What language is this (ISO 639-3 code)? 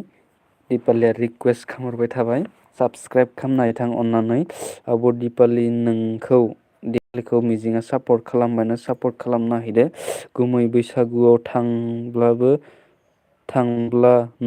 brx